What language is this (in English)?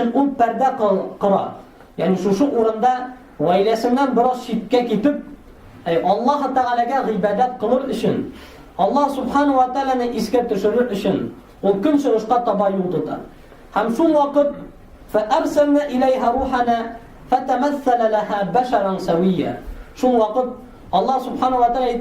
Tatar